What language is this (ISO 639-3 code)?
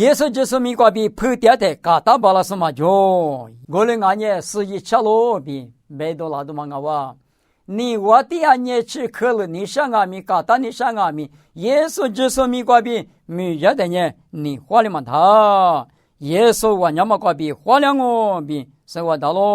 lis